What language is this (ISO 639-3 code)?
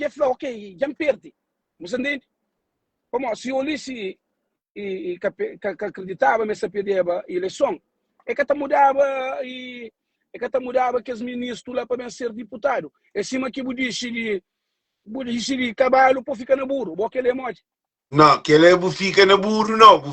kea